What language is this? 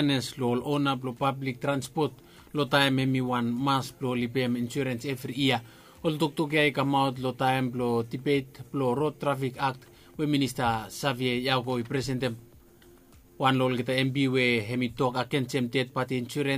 Bislama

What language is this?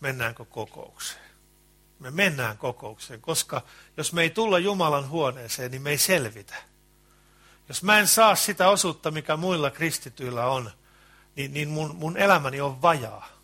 Finnish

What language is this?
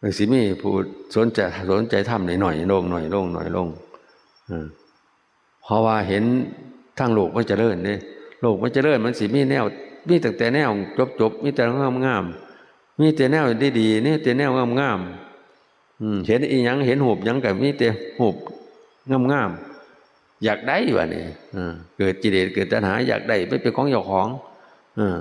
Northeastern Thai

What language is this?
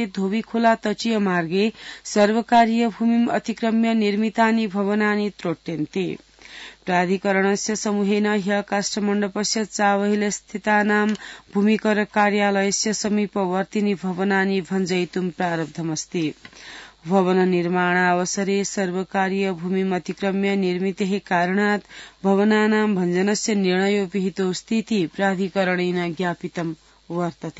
Sanskrit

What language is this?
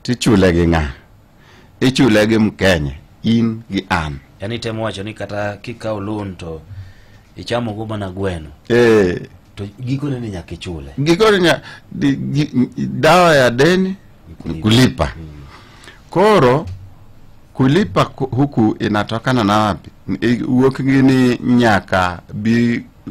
Luo (Kenya and Tanzania)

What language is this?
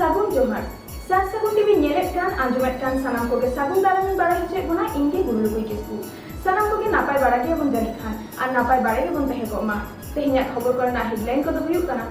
Santali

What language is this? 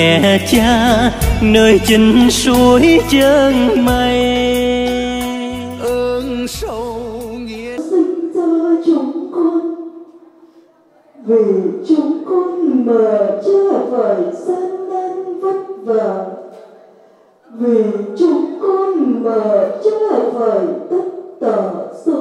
Vietnamese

